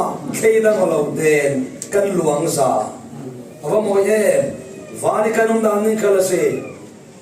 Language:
Falam Chin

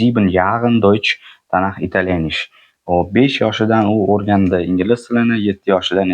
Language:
Uzbek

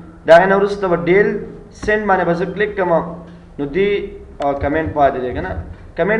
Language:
Pashto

